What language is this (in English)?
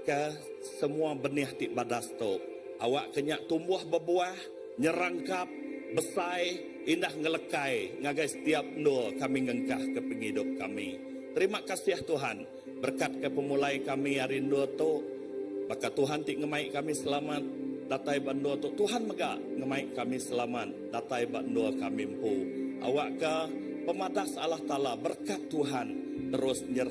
Iban